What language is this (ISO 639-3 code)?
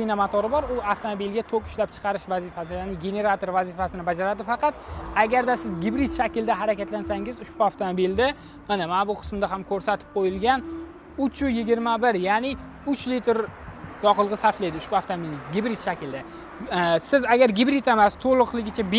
uzb